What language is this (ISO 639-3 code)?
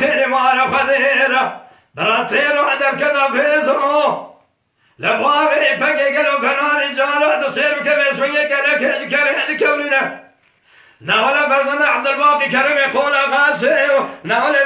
kur